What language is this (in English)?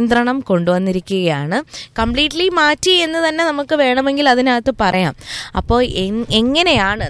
Malayalam